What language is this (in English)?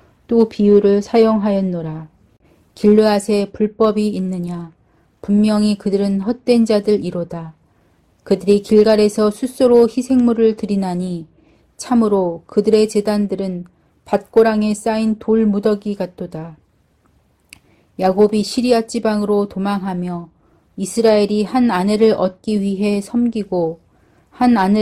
Korean